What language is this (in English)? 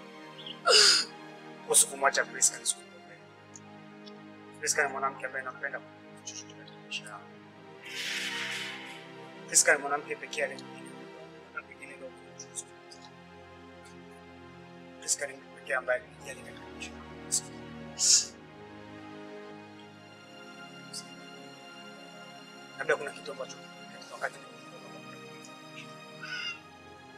Swahili